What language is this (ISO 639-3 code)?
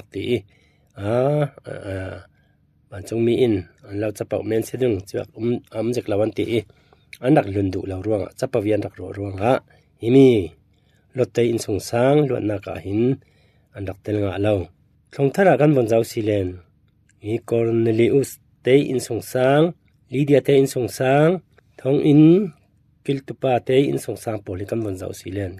cfm